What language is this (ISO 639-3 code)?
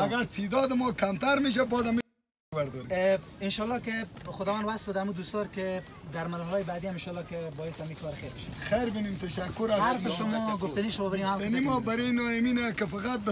fas